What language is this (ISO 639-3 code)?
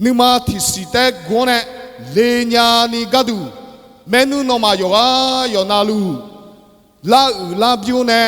ahk